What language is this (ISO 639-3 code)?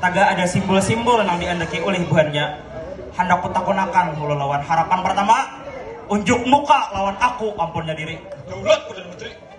bjn